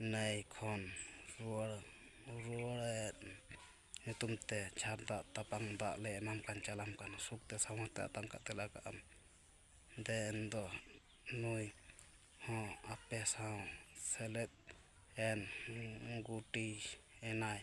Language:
Santali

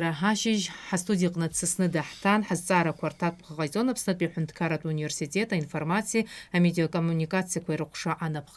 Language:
Abkhazian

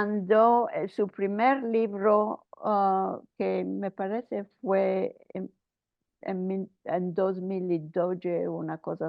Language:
Ladino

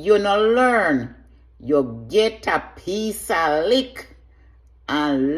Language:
Jamaican Creole English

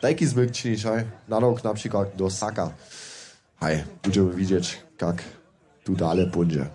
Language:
Upper Sorbian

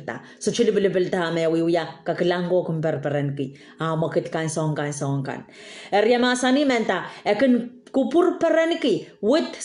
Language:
Pohnpeian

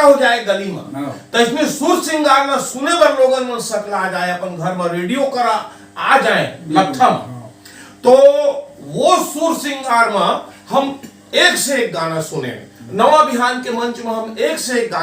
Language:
Chhattisgarhi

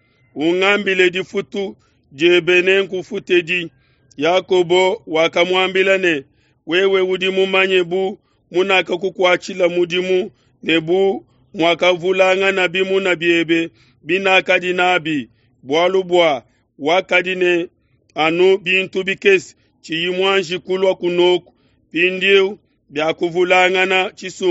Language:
Luba-Lulua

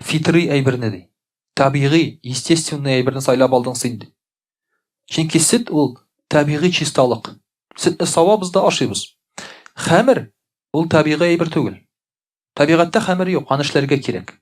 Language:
Tatar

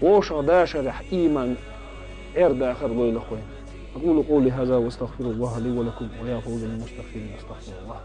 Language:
Chechen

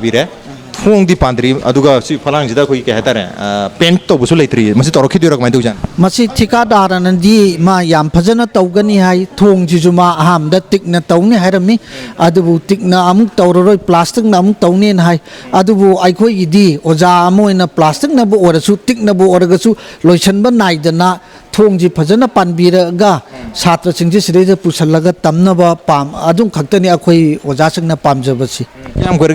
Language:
Manipuri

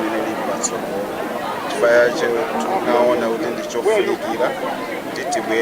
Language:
Nyanja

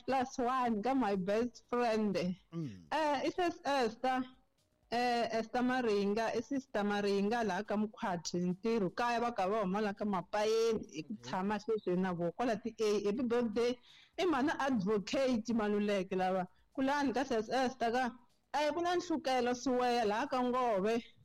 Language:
Tsonga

